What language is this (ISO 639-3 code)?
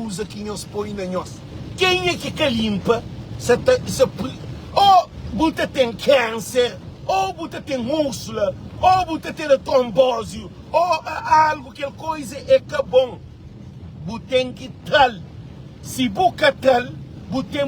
kea